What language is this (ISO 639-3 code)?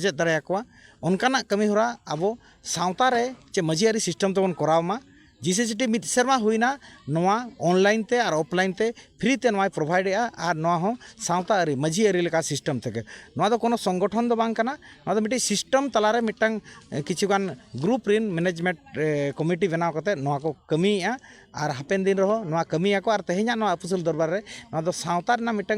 sat